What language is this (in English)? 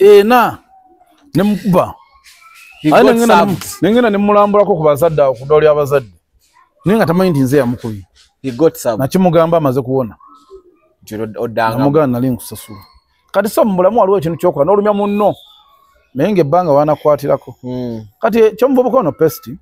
Ganda